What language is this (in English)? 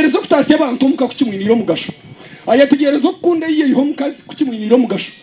Nyankole